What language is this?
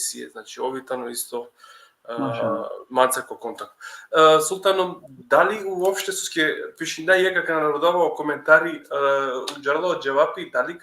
Balkan Romani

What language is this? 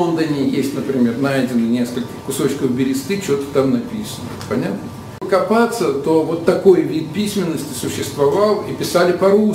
Russian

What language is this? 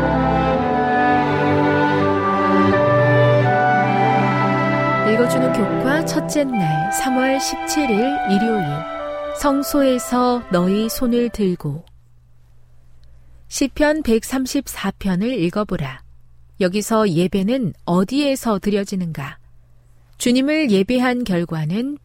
Korean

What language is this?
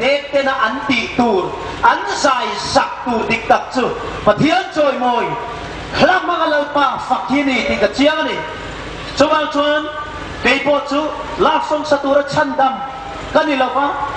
Hmar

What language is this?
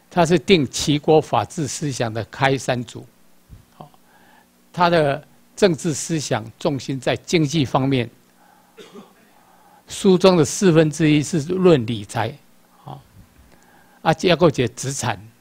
Chinese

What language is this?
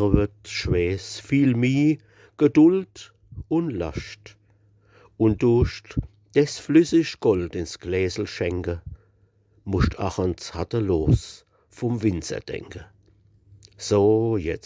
Palatine German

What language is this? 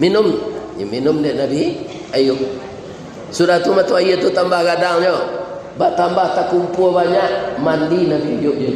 Minangkabau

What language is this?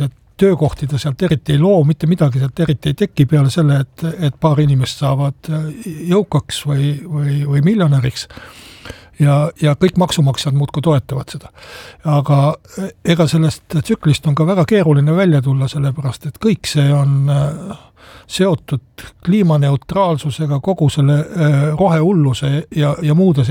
Estonian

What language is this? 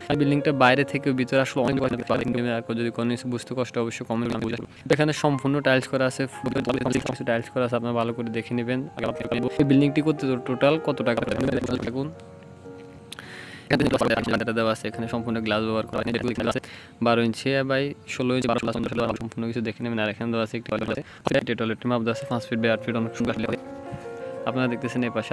Bangla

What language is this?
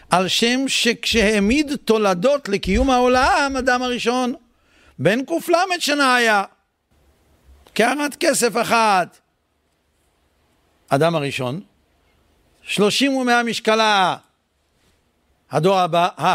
Hebrew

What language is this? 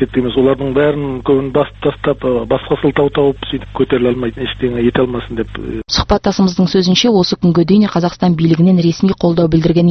Kazakh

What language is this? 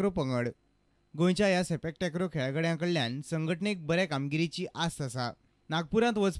Konkani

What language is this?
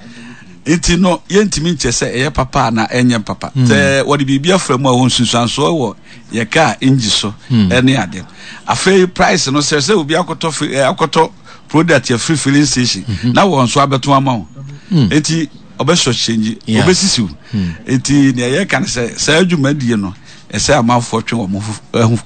Akan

